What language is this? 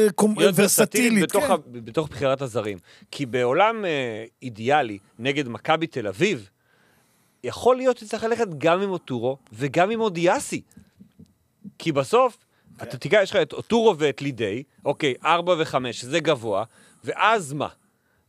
Hebrew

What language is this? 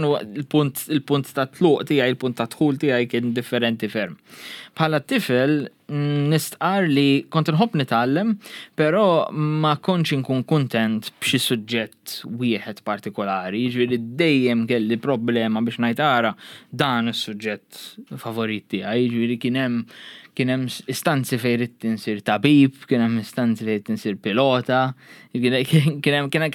Maltese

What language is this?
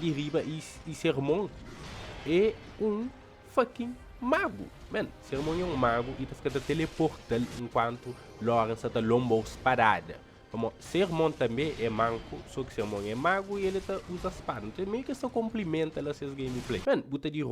Kabuverdianu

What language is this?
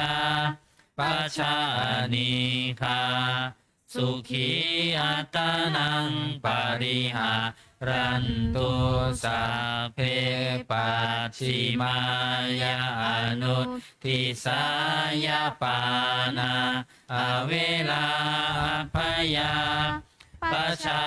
Pali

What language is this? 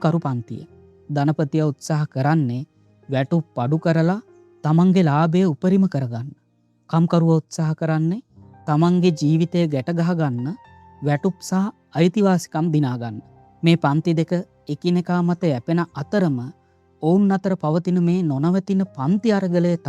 Sinhala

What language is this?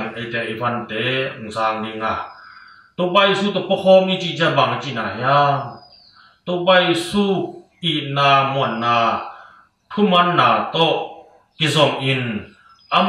Tedim Chin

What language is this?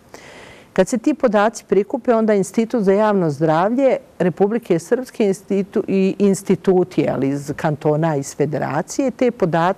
Bosnian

